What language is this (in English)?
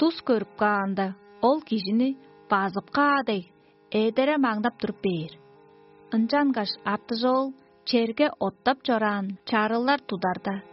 Tuvinian